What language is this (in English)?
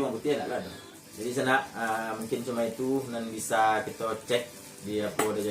Minangkabau